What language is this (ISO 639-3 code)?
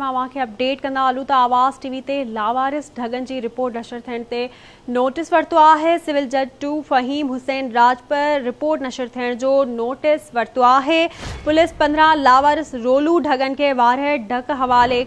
snd